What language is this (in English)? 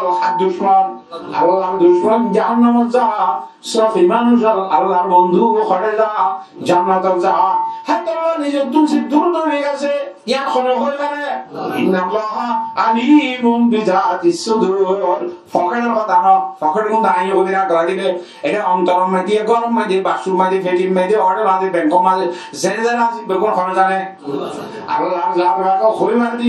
Rohingya